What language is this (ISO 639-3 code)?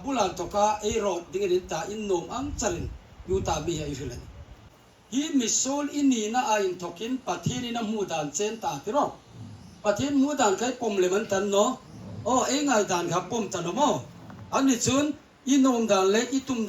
hmr